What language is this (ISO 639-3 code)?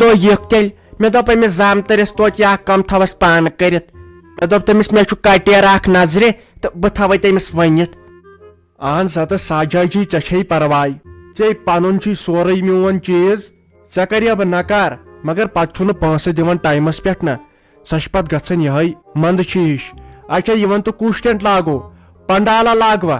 kas